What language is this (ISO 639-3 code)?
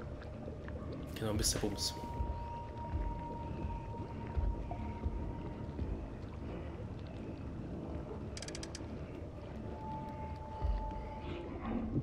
deu